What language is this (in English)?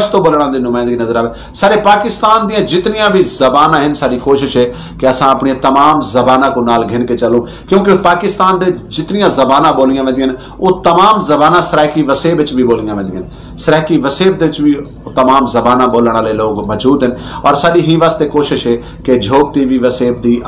Saraiki